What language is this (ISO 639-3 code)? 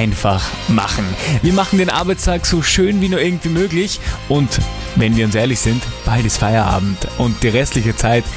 deu